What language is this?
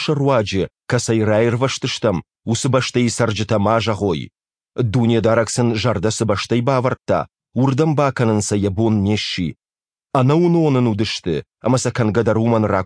Ossetic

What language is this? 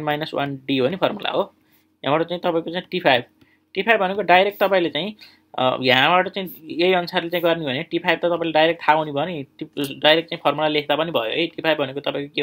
Nepali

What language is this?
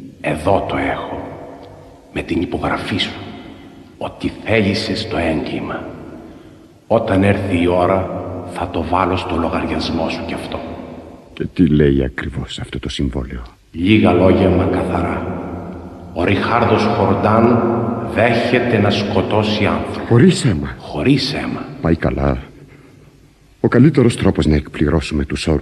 Greek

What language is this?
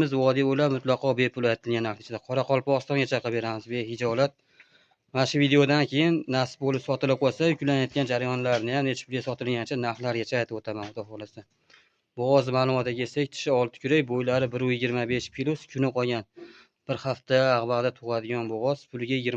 Uzbek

